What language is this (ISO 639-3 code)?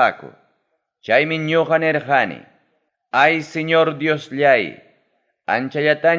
quy